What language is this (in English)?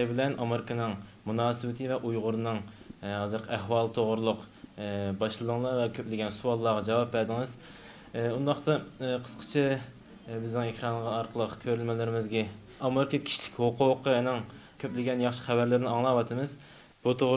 Uyghur